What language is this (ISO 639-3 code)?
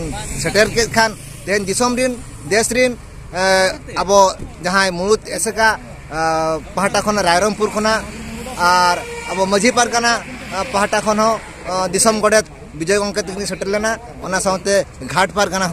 sat